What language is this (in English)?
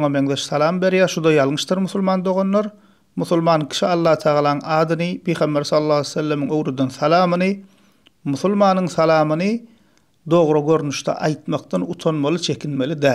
Turkmen